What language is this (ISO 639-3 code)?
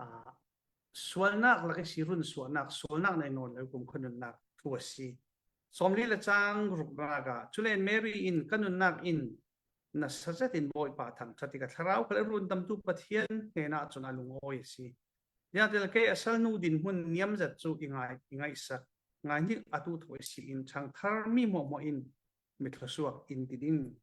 cfm